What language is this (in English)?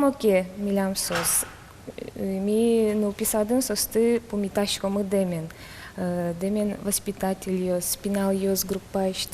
Udmurt